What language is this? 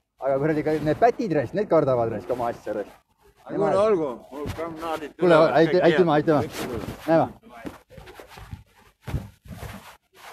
Estonian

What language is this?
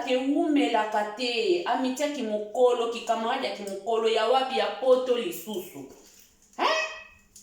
Lingala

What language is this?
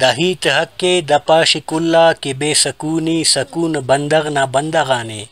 Brahui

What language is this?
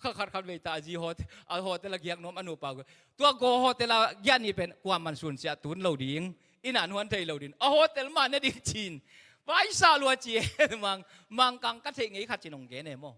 Tedim Chin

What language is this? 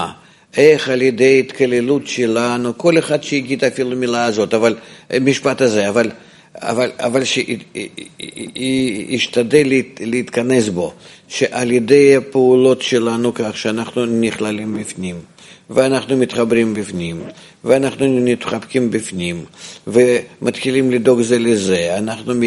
Hebrew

